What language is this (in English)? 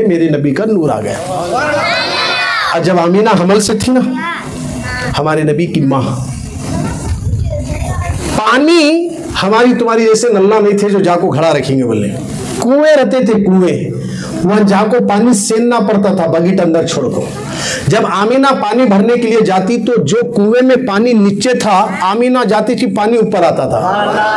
Urdu